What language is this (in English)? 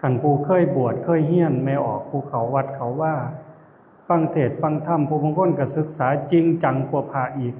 Lao